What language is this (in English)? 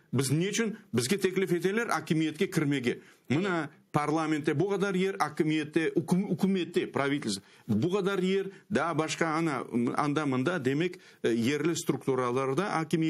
Crimean Tatar